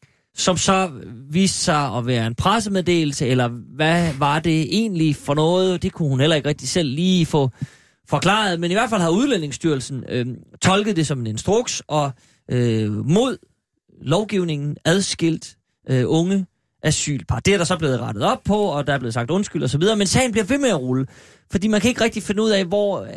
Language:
Danish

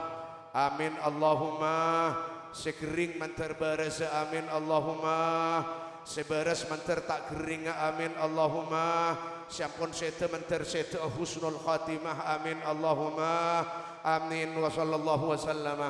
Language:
Madurese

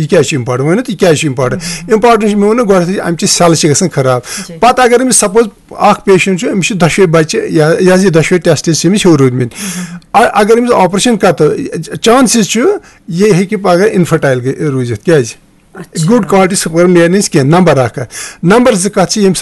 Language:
Kashmiri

